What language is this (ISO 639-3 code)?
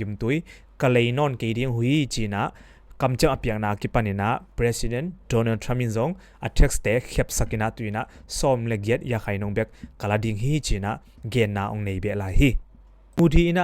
ctd